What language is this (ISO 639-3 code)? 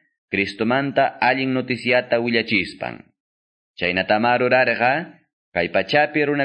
que